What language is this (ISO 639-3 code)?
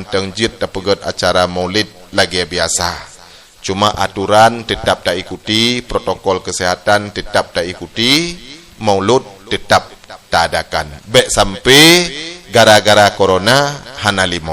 ace